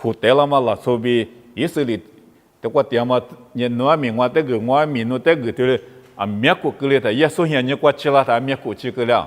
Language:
Lisu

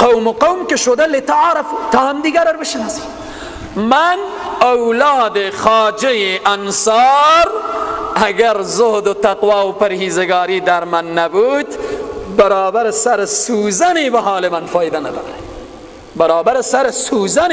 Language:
Persian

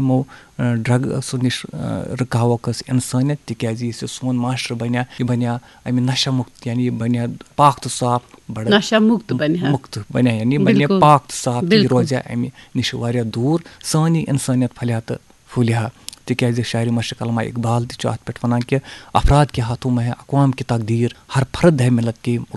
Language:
Kashmiri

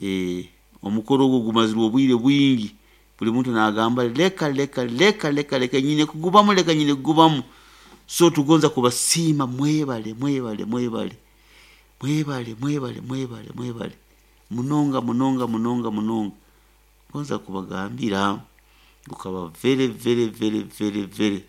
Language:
Nyoro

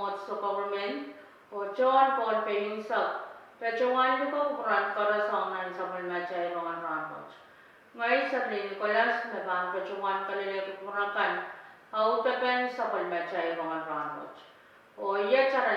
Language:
Pohnpeian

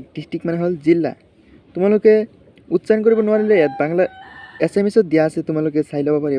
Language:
Assamese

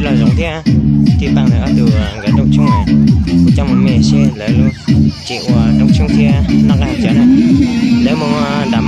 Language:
Hmong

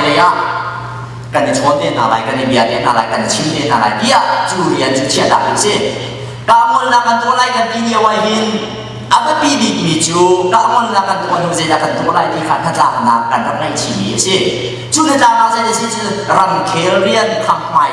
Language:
Hakha Chin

